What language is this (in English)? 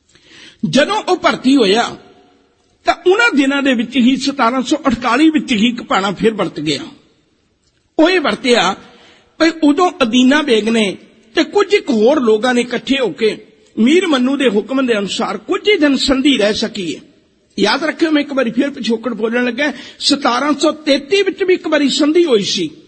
Punjabi